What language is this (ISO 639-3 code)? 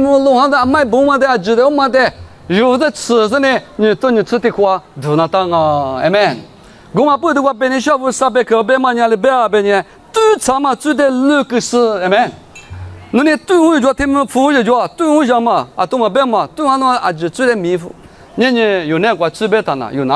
lis